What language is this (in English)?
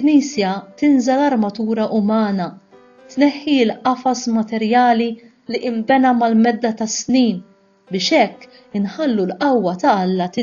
Maltese